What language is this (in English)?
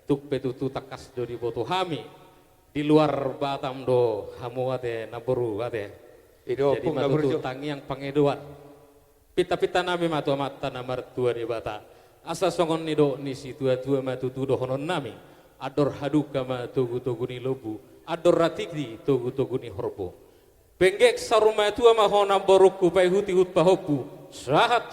Batak Toba